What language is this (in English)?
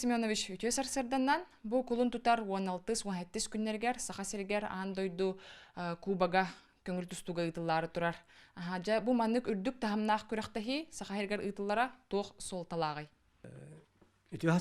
Yakut